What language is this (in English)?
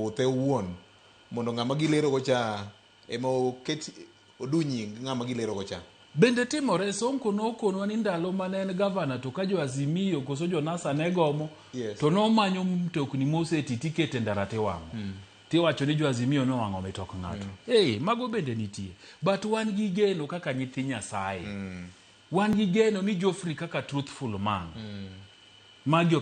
Luo (Kenya and Tanzania)